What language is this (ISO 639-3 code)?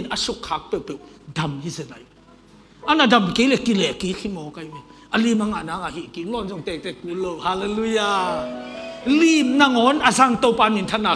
ctd